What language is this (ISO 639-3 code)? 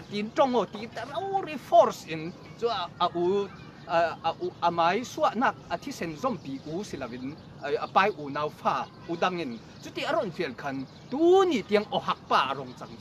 cfm